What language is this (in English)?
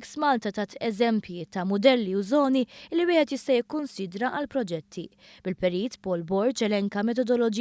Maltese